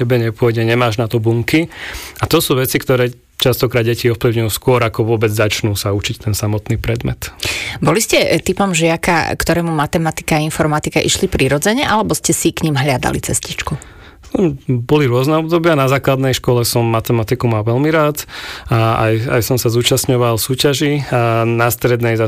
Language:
Slovak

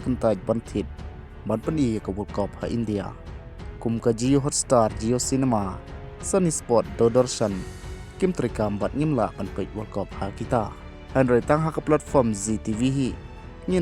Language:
Khasi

